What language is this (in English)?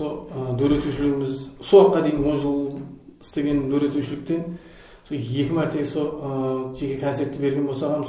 Kara-Kalpak